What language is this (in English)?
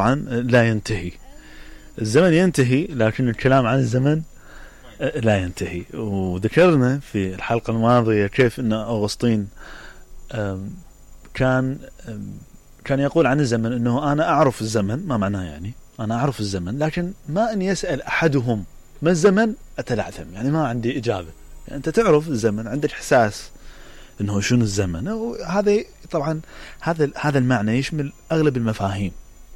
Mesopotamian Arabic